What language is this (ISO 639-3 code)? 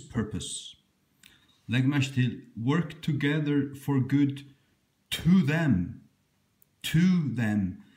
fao